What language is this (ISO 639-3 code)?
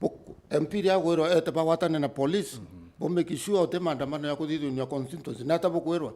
mer